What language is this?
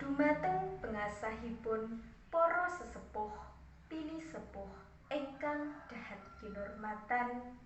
Javanese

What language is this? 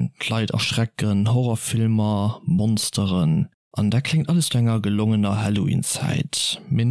Luxembourgish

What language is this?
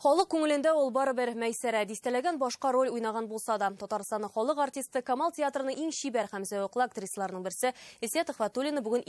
Tatar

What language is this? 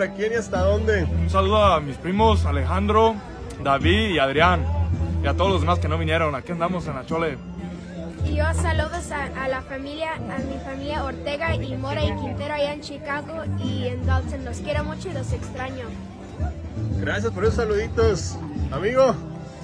Spanish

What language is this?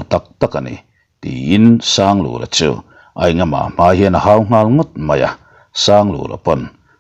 Mizo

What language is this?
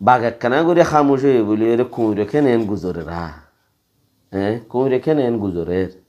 Rohingya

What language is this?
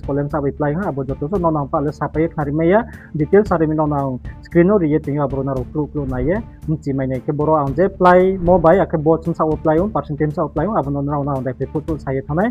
Riang (India)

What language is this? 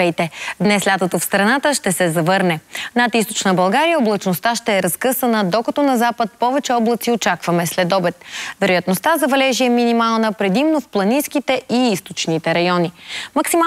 Bulgarian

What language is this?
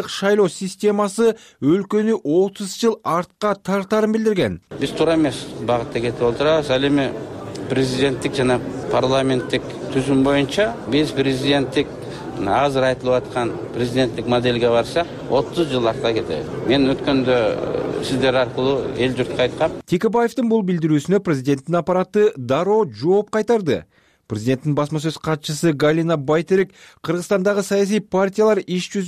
Kyrgyz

